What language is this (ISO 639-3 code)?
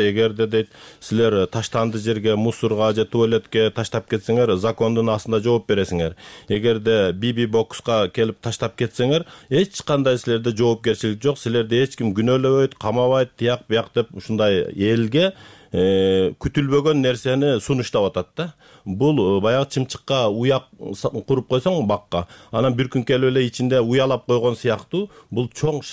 kir